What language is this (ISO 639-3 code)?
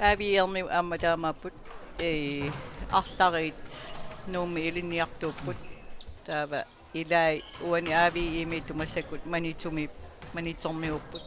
kal